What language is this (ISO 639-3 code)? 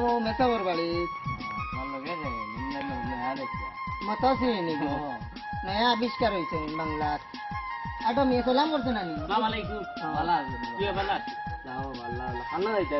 syl